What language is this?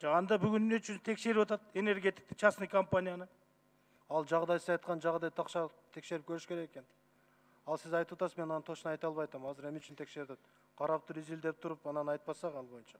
Kyrgyz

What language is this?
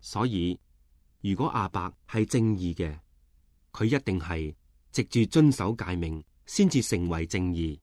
Cantonese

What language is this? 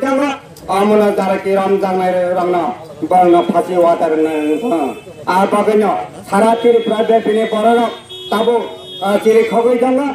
Kok Borok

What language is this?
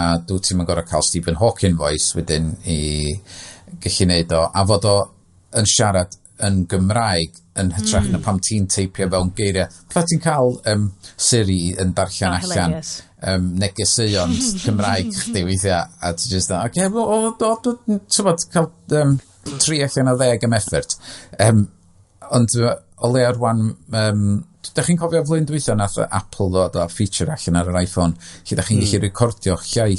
Welsh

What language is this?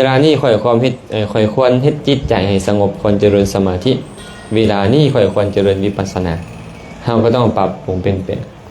Lao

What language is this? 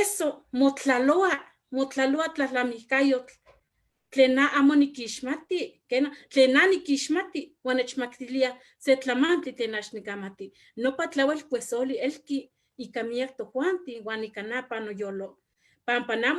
Eastern Huasteca Nahuatl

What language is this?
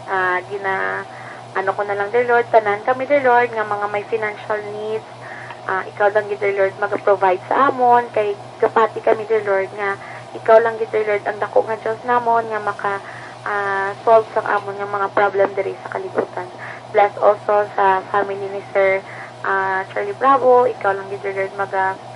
Hiligaynon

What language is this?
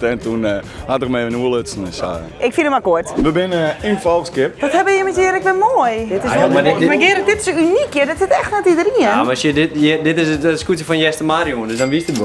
Western Frisian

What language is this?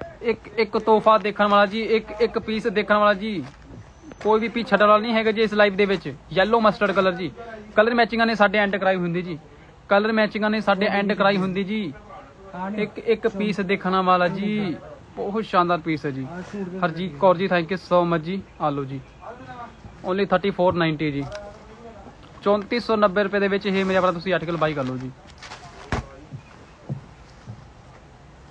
Punjabi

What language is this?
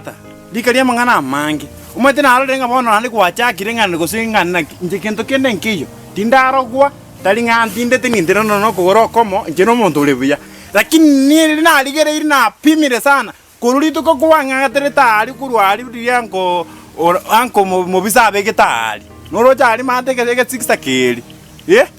Gusii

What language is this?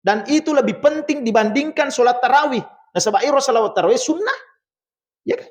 Buginese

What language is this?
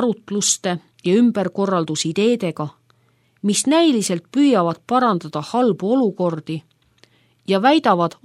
Estonian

